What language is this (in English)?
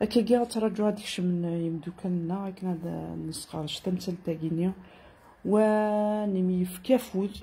Kabyle